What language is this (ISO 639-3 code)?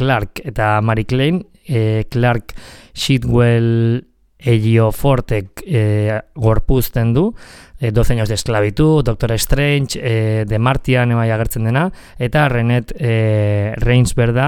eus